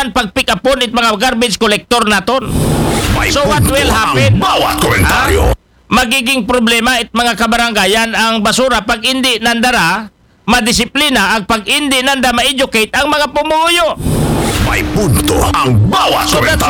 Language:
Aklanon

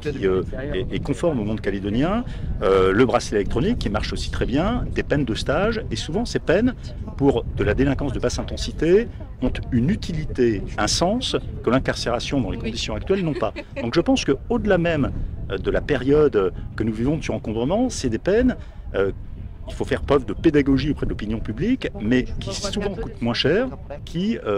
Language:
French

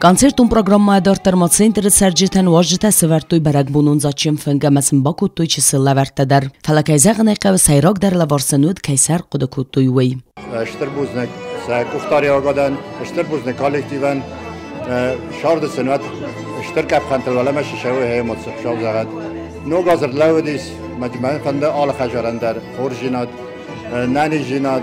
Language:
Ossetic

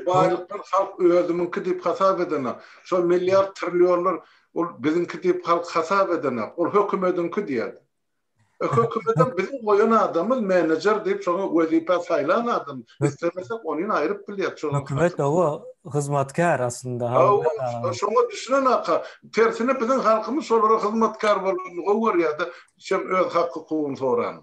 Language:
Turkmen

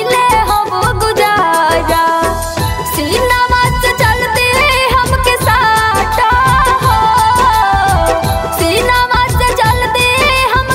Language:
Bhojpuri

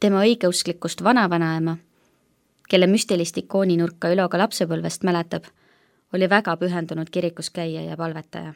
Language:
Estonian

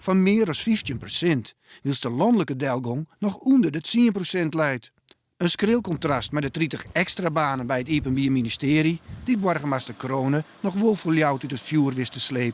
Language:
Western Frisian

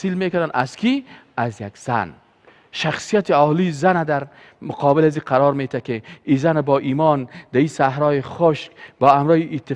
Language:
Persian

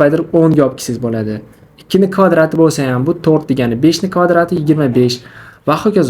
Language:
Uzbek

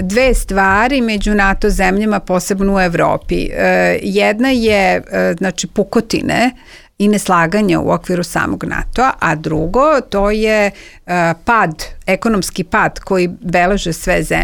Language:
Serbian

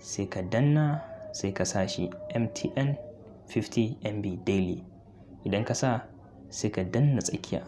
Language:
Hausa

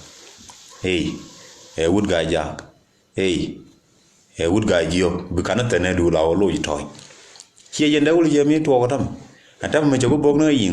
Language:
Nuer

